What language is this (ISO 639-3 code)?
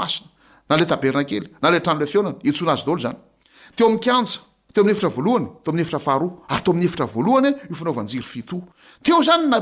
mlg